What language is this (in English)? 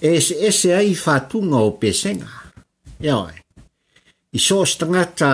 Samoan